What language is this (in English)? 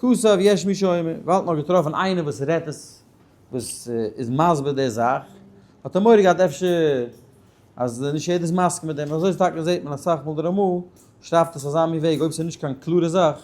Yiddish